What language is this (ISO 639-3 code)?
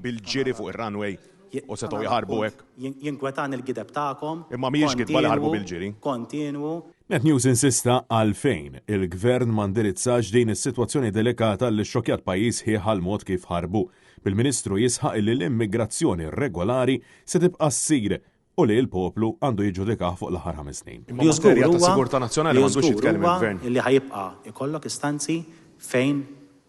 mlt